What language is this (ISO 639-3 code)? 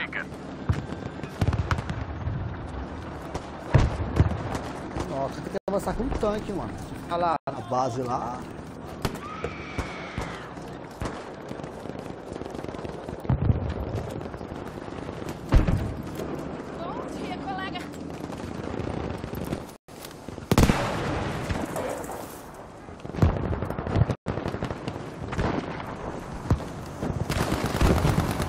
por